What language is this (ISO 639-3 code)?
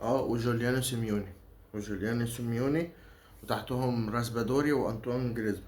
arz